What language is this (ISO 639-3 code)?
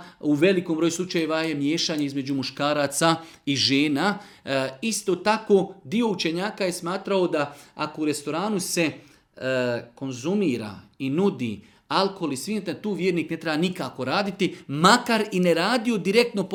bos